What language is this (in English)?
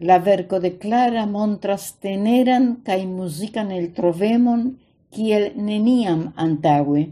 Esperanto